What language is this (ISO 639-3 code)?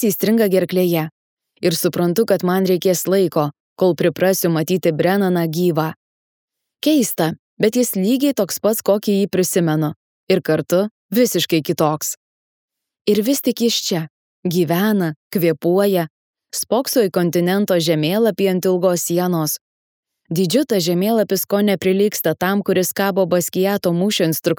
lit